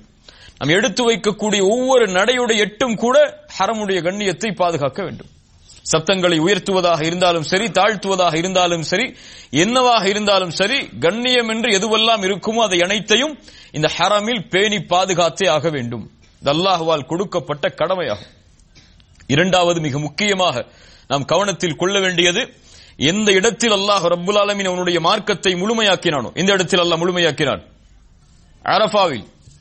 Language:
Tamil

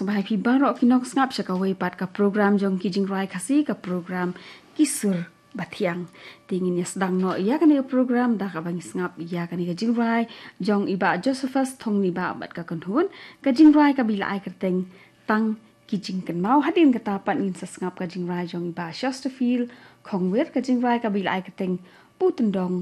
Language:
Khasi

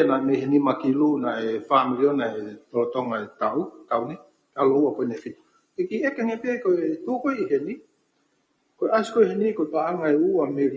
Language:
Tongan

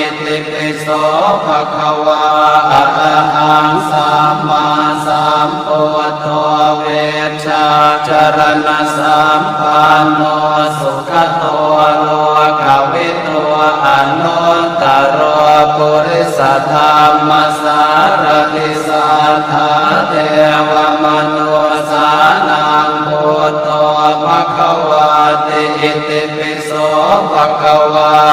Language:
Pali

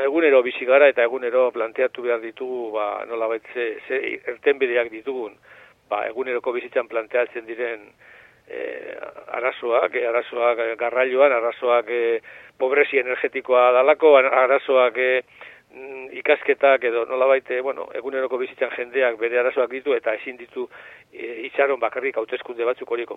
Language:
Basque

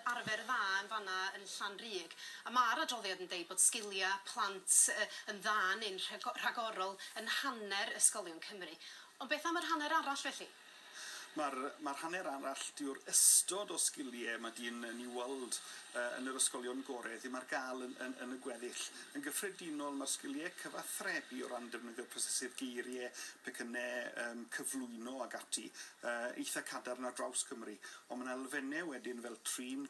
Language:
Welsh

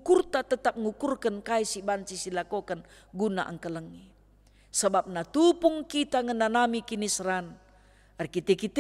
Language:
Batak Karo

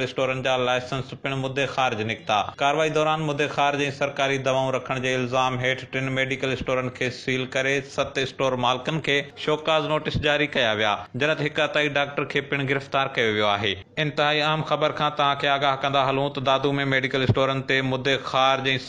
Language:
Sindhi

